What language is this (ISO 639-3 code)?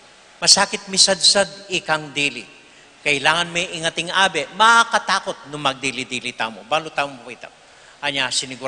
pam